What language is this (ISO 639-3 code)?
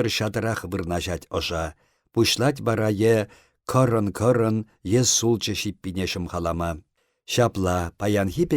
chv